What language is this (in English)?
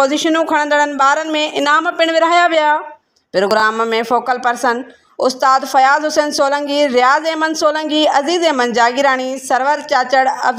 Sindhi